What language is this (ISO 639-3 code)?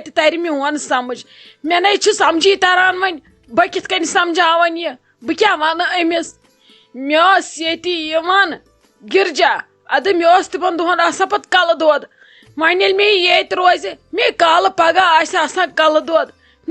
kas